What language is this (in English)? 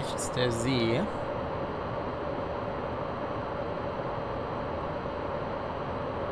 German